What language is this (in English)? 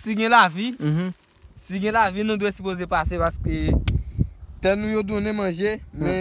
Haitian Creole